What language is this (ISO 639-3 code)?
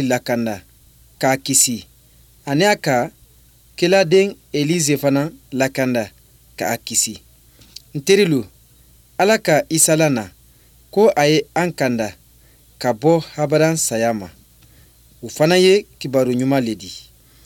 bam